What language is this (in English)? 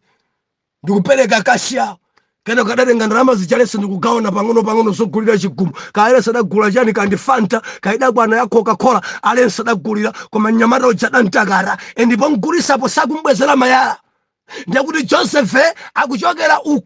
Nyanja